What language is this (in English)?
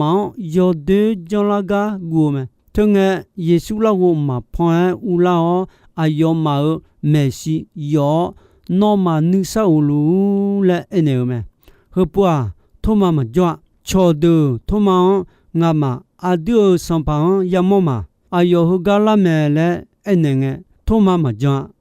Akha